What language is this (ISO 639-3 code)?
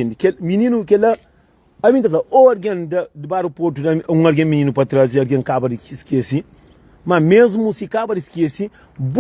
kea